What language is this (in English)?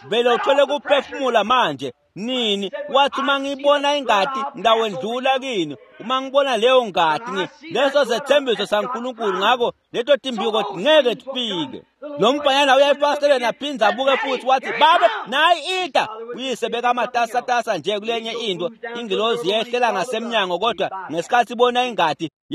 Swati